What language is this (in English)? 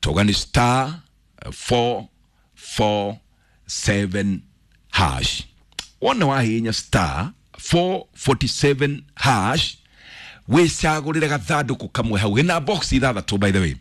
Kikuyu